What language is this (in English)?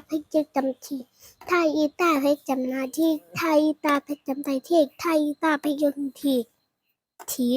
Shan